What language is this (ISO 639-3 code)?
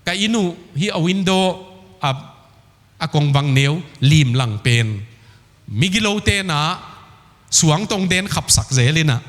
ctd